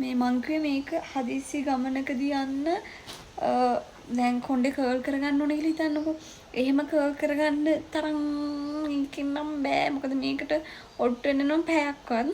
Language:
Sinhala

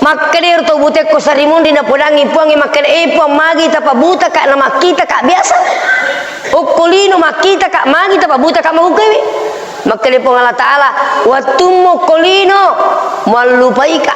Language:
Buginese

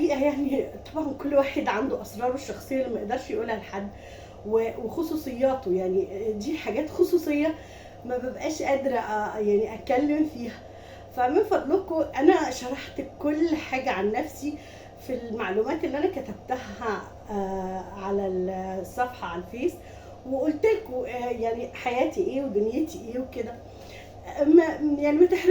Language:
Egyptian Arabic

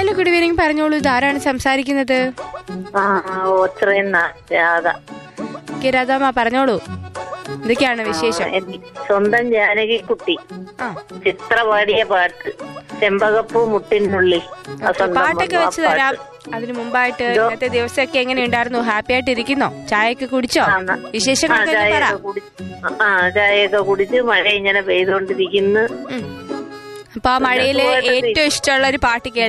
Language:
Malayalam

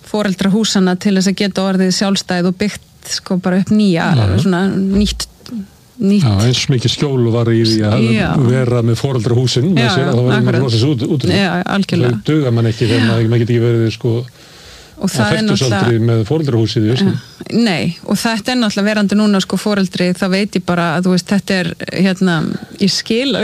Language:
Icelandic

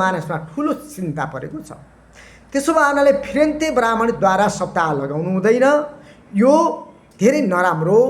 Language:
Nepali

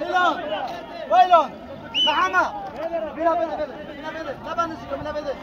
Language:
Kurdish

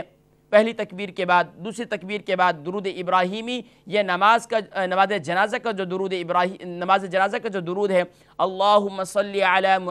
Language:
Urdu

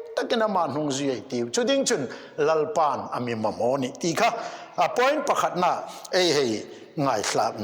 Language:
Hmar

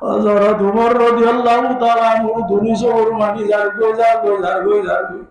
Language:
Rohingya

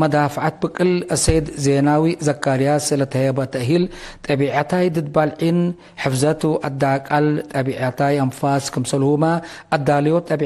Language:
Tigre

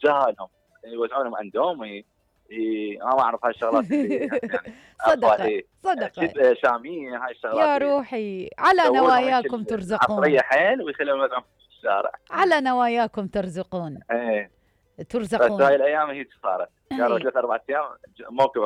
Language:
Mesopotamian Arabic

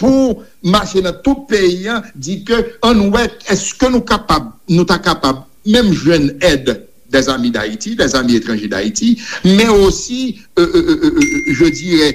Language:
Haitian Creole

